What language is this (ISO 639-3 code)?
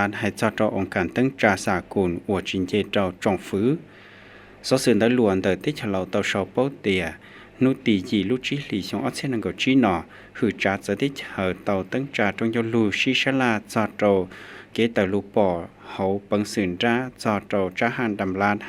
hmn